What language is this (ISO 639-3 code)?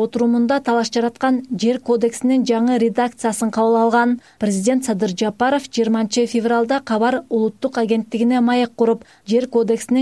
kir